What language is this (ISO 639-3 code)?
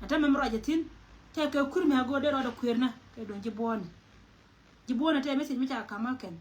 nus